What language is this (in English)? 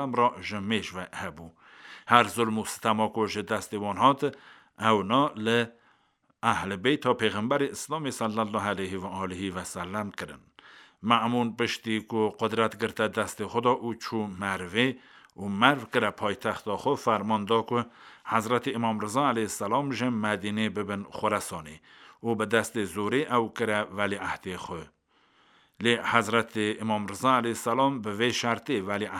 Kurdish